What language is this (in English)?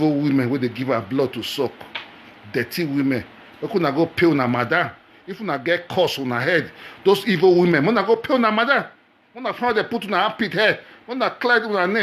Nigerian Pidgin